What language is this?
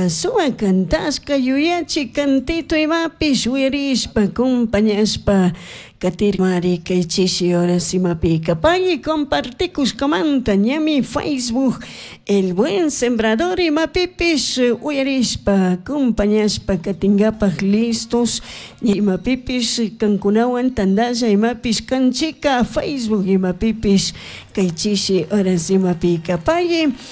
Chimborazo Highland Quichua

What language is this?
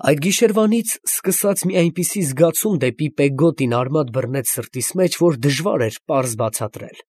Armenian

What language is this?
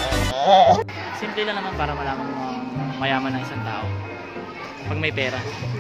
Filipino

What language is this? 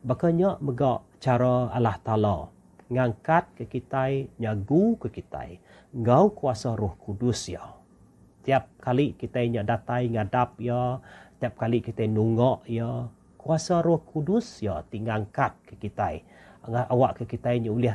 Iban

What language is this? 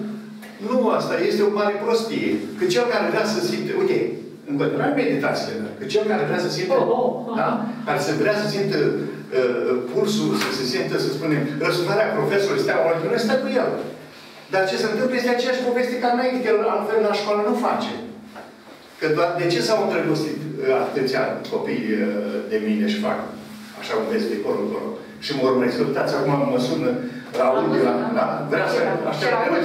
Romanian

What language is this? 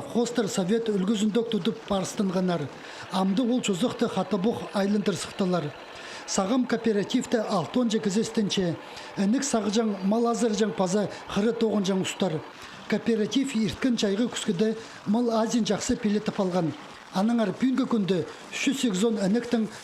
Khakas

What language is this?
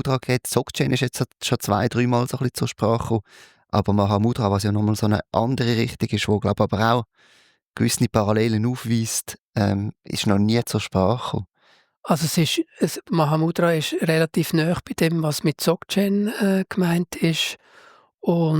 Swiss German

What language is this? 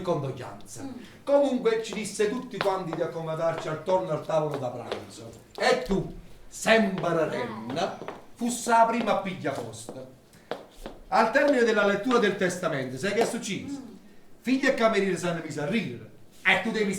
Neapolitan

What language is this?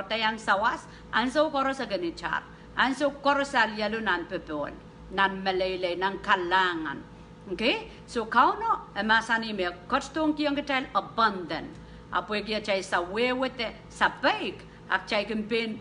Pohnpeian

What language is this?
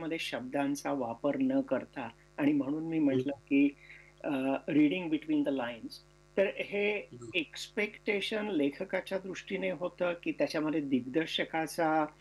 Marathi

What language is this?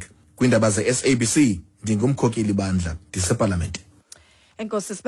Xhosa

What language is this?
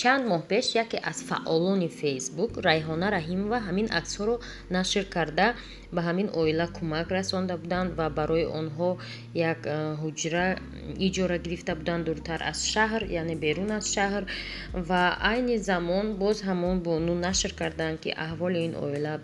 Tajik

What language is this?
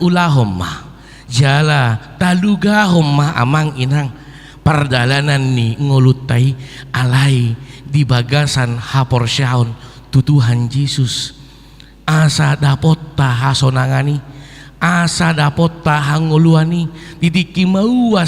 Batak Toba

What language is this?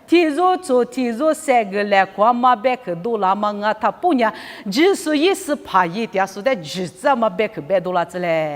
Lisu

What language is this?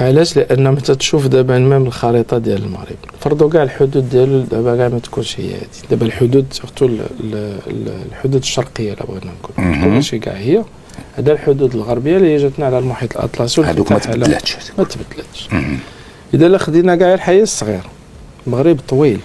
Moroccan Arabic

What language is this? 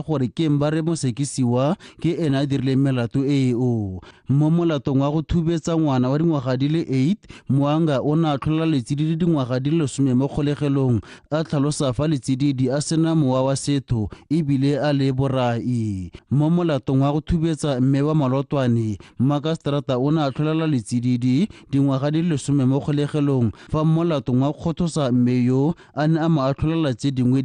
Tswana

